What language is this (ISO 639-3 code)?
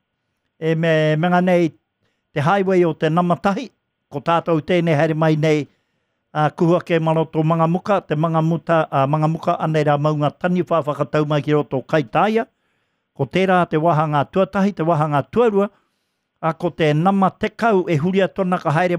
mri